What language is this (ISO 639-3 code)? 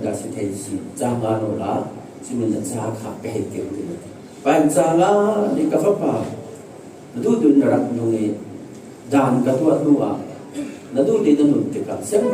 cfm